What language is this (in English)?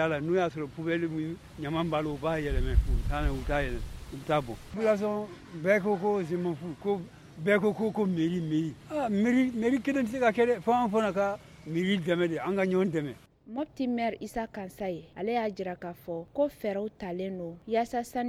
Bambara